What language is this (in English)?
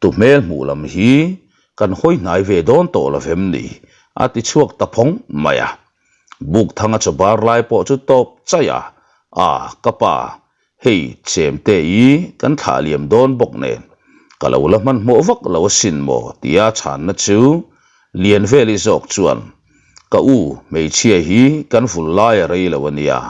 Mizo